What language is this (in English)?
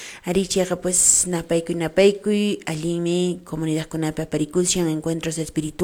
Quechua